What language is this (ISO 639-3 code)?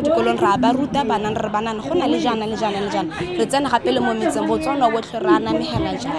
tsn